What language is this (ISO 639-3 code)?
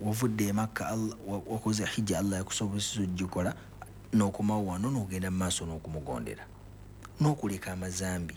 lug